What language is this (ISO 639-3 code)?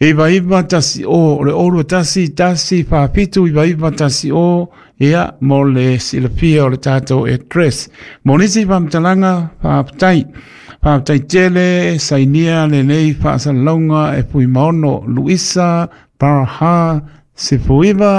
smo